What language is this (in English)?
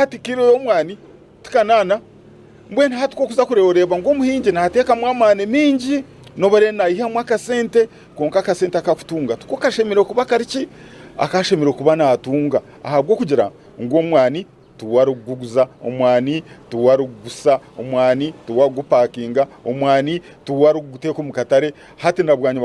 Nyankole